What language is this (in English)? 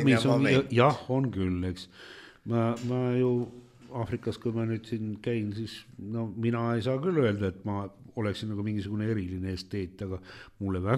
Estonian